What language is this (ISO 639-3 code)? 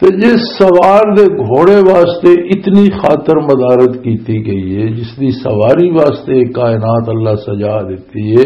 lah